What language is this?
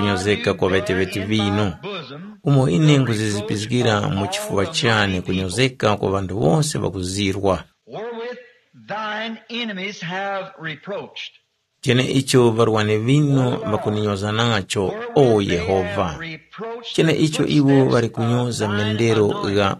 Tumbuka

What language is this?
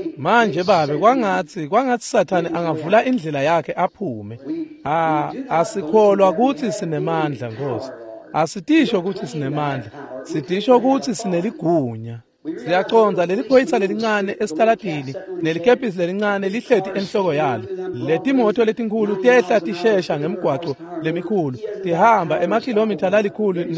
Swati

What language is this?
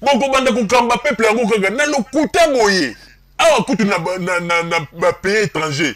Lingala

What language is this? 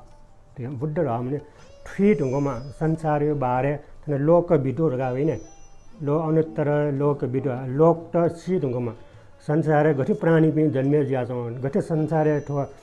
Newari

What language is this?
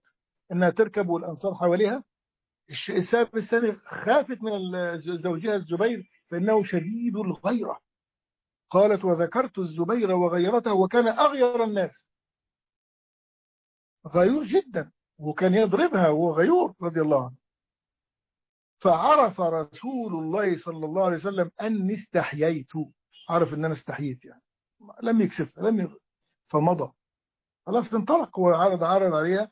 Arabic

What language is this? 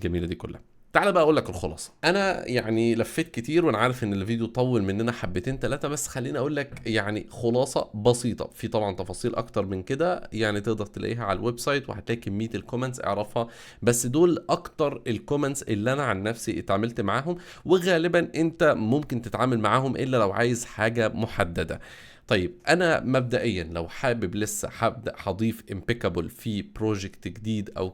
Egyptian Arabic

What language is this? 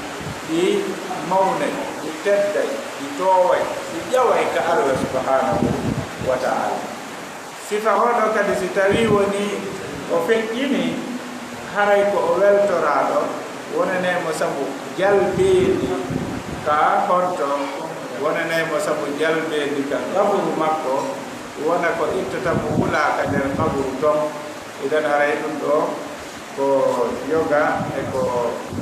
Fula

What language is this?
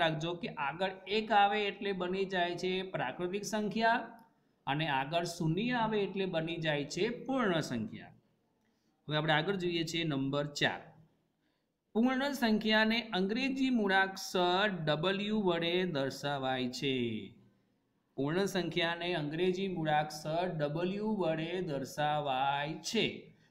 Gujarati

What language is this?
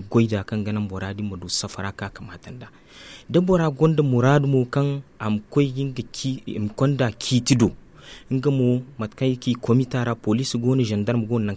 Zarma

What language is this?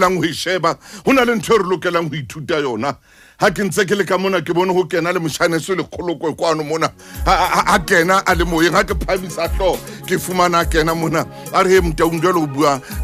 Southern Sotho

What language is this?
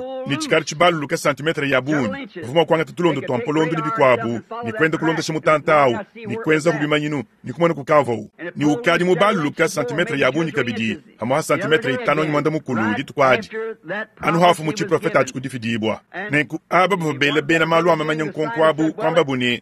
Luba-Lulua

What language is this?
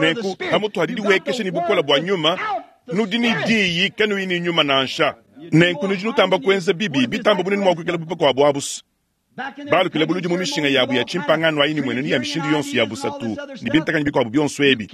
Luba-Lulua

